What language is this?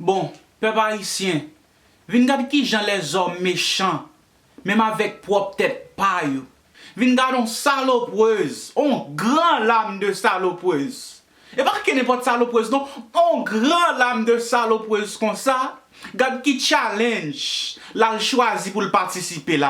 Haitian Creole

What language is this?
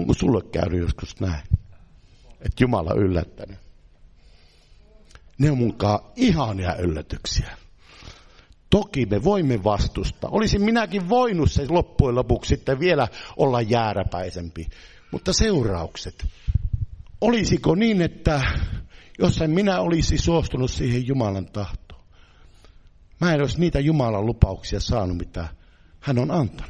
Finnish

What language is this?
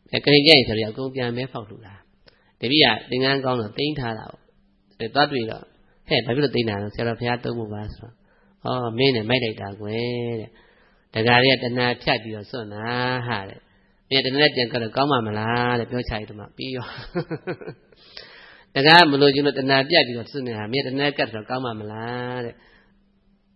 Burmese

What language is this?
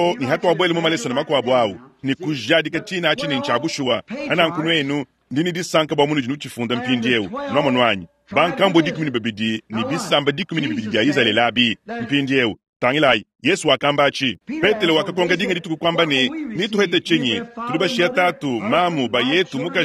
Luba-Lulua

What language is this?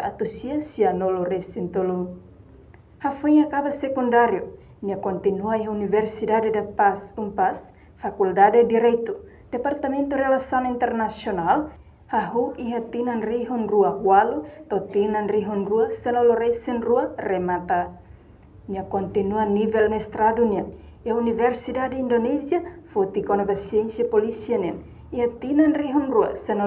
Tetum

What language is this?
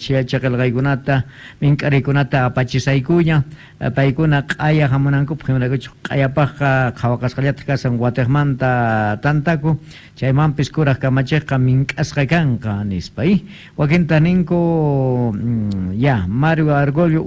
Quechua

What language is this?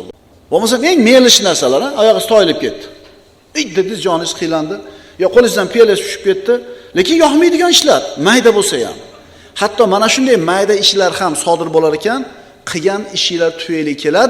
Uzbek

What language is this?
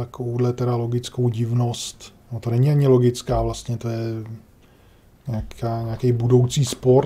Czech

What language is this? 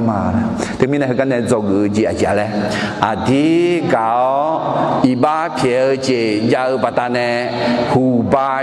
Akha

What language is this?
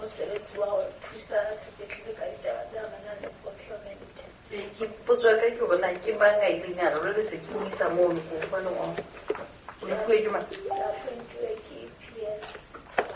Southern Sotho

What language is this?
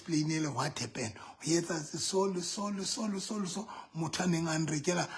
Southern Sotho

